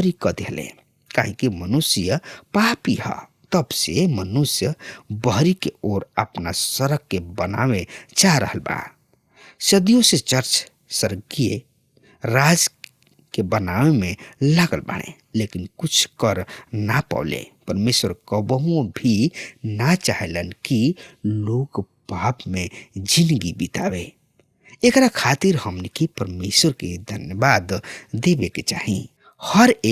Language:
Bhojpuri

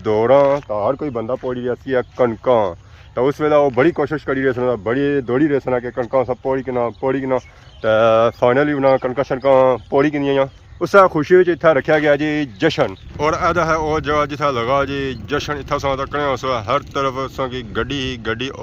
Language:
Pahari-Potwari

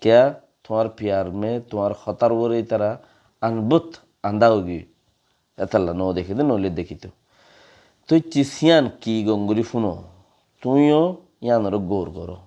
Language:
Rohingya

